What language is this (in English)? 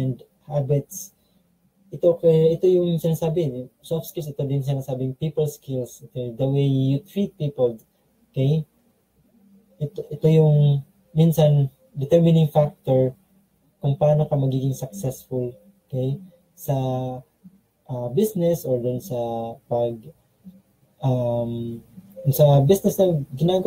Filipino